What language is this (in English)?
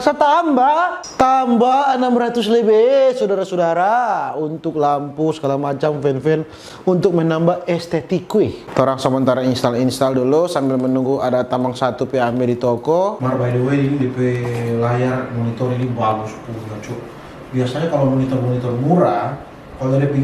Manado Malay